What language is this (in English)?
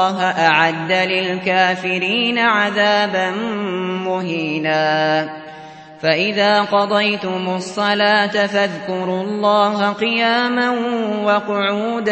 Arabic